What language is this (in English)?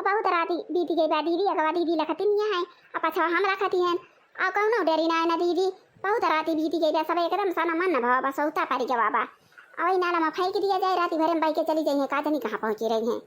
Awadhi